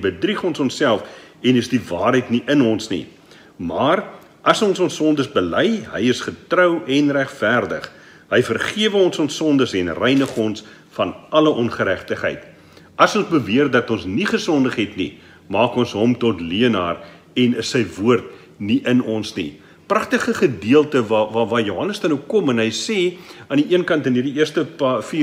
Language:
Afrikaans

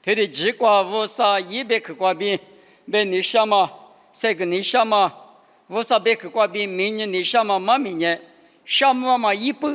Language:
Lisu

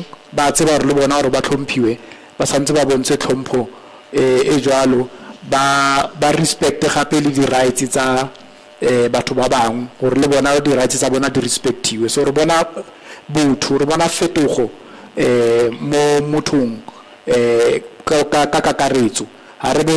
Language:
Tswana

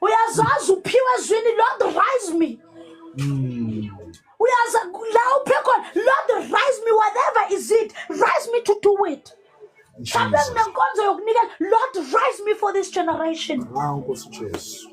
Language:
Zulu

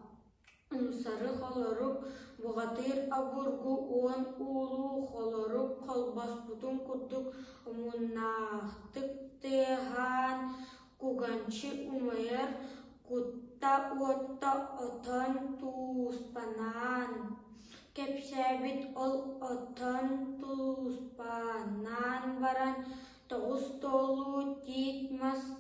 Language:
Yakut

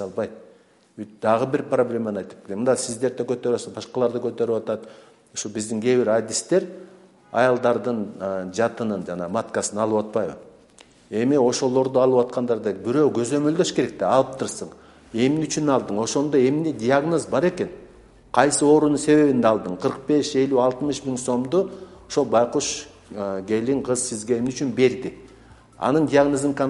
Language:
Kyrgyz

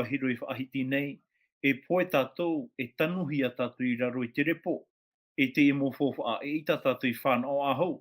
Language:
Tahitian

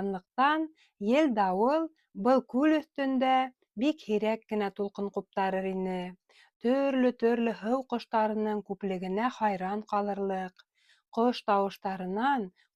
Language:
Bashkir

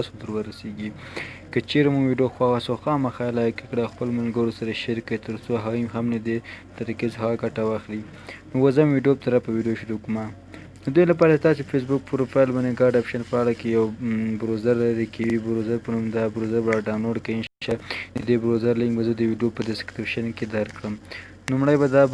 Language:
Pashto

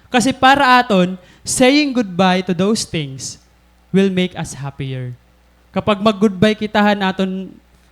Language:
Waray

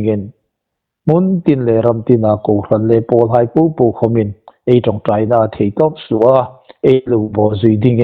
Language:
Hmar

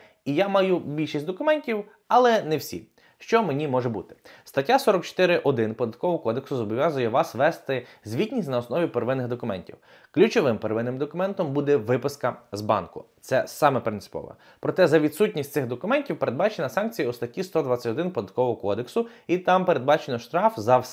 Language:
Ukrainian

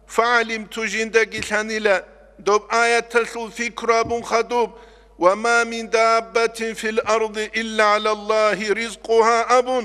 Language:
Avaric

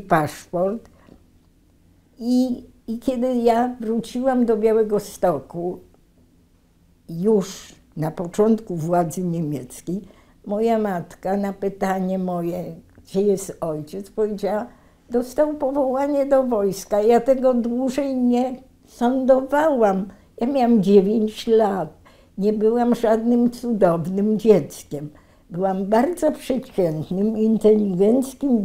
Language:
Polish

